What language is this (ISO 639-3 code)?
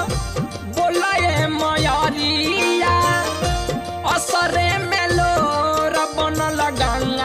bho